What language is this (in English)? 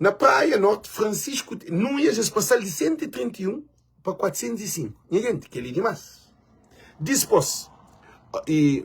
Kabuverdianu